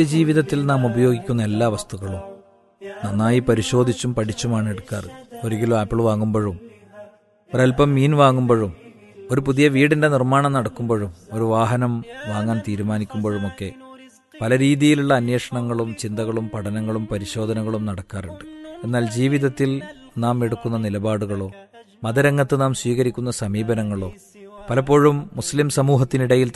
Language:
Malayalam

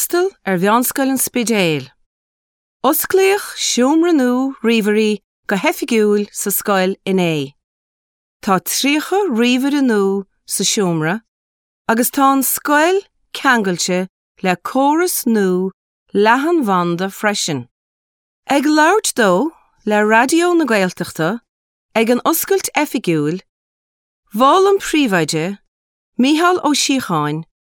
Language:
Irish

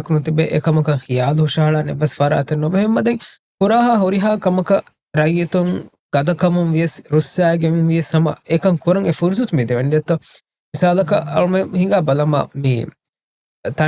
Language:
Divehi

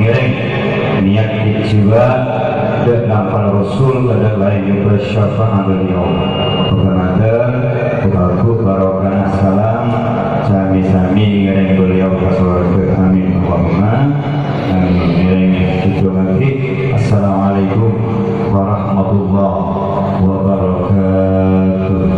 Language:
Madurese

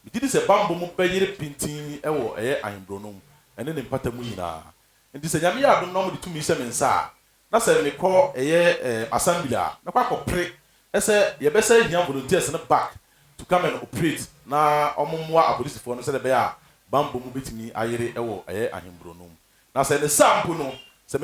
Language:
Akan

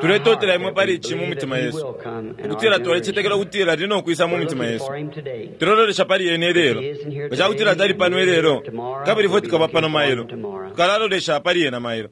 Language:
Bemba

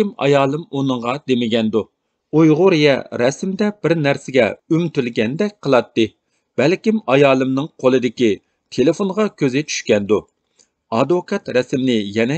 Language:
Uyghur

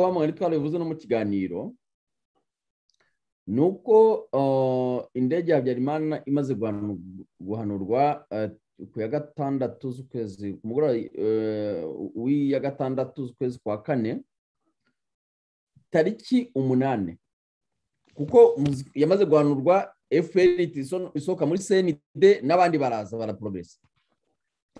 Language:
Kinyarwanda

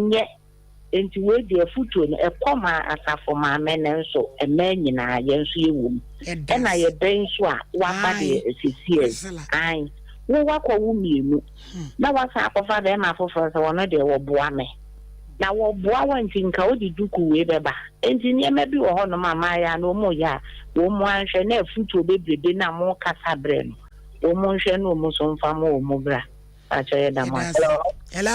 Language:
Akan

